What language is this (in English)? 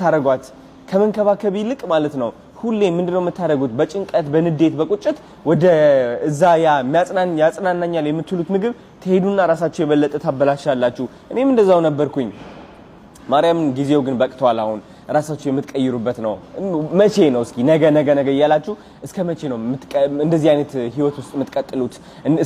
Amharic